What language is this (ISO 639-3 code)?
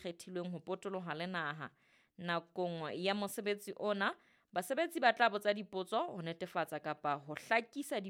sot